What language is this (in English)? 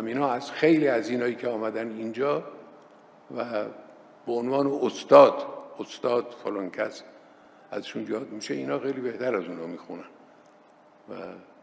Persian